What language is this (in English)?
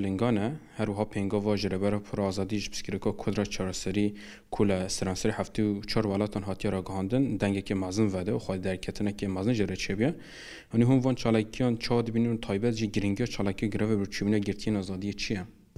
Kurdish